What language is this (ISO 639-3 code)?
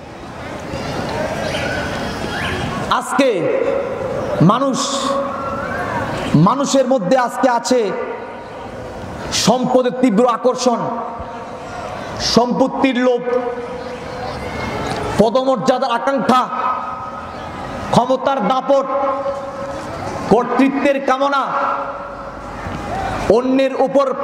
ben